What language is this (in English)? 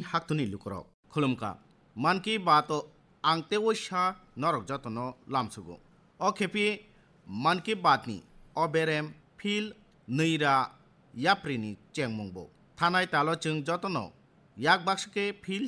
Kok Borok